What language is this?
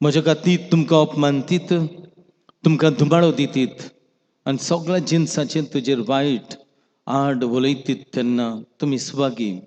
Konkani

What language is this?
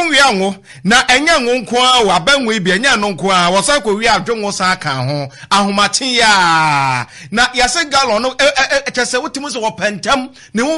Akan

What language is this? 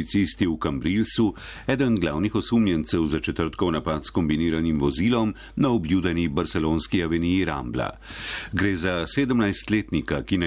Slovenian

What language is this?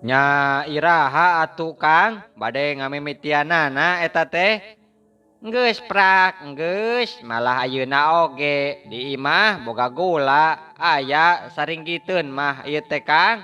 Sundanese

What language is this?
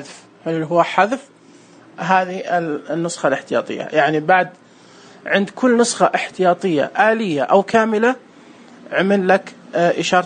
Najdi Arabic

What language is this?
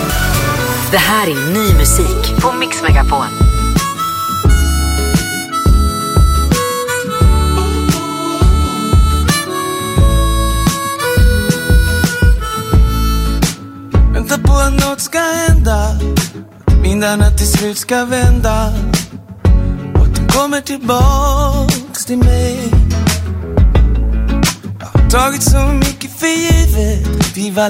Swedish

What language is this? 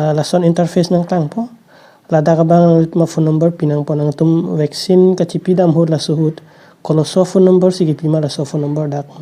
Karbi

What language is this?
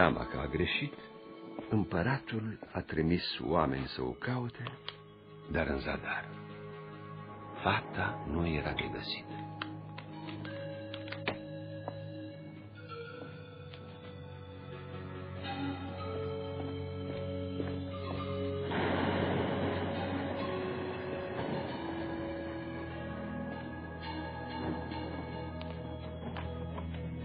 Romanian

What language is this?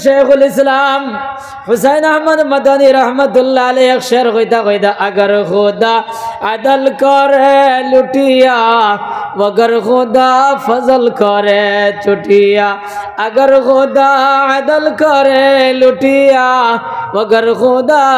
Sylheti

